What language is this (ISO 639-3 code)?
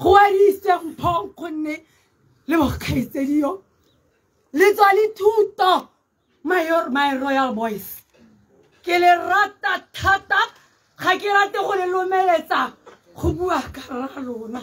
tsn